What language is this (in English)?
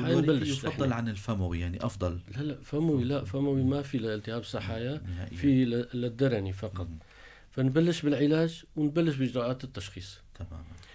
North Levantine Arabic